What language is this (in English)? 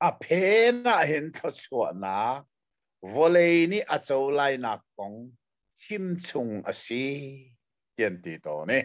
Hakha Chin